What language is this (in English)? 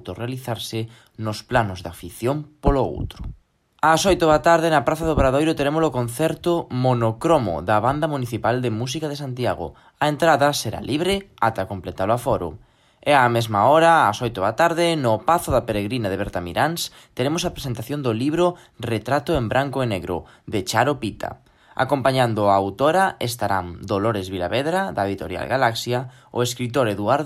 Galician